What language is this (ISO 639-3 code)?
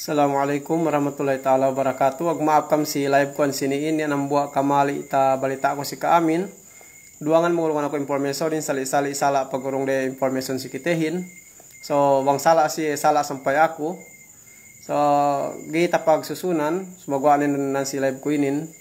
yka